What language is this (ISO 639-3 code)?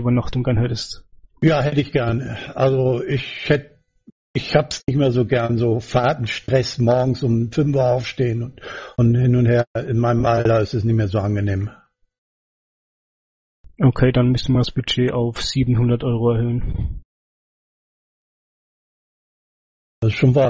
deu